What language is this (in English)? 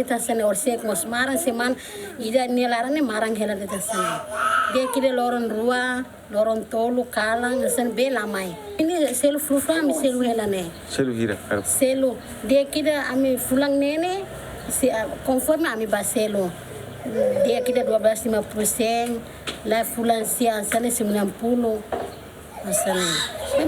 Tetum